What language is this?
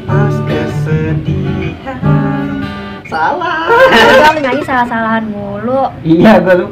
Betawi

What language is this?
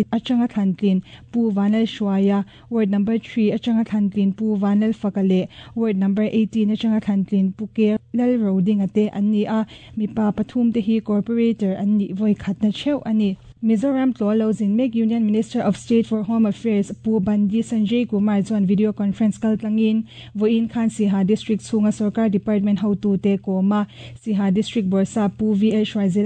Mizo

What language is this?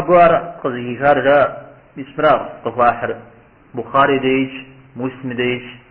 Kabardian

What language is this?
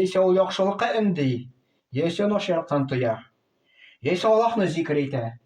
Tatar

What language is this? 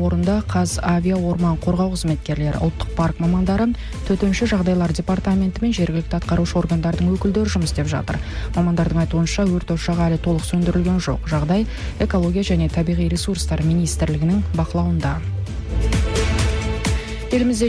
Kazakh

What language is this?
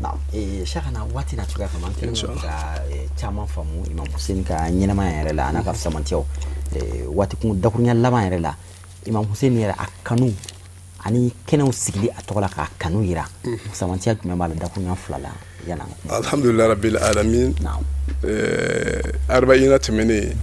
Bambara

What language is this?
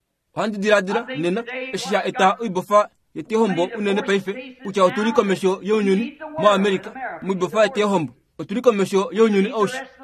Kuanyama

